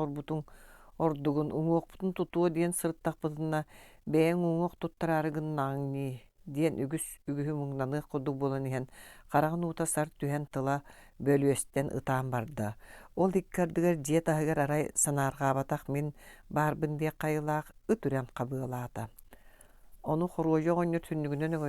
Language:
Yakut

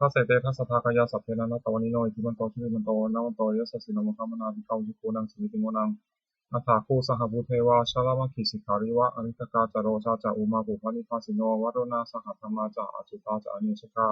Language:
Pali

